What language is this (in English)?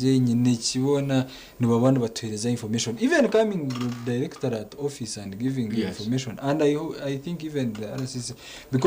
Nyankole